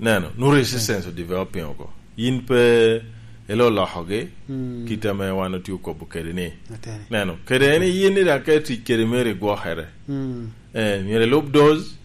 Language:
Lango (Uganda)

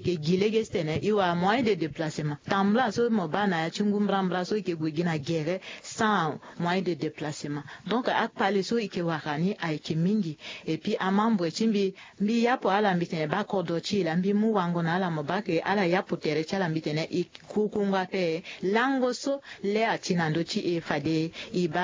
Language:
Sango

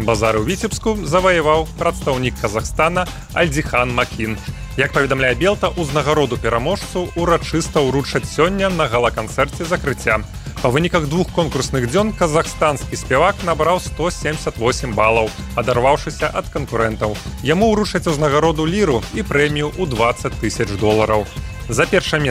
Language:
Belarusian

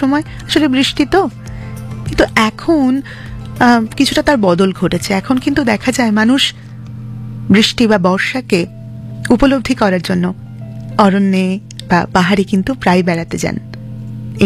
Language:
Bangla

